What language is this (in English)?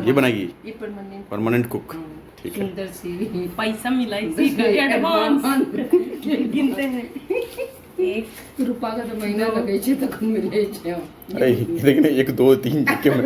Maithili